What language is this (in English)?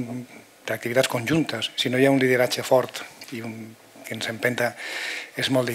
Catalan